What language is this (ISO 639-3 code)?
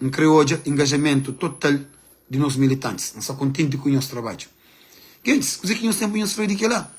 kea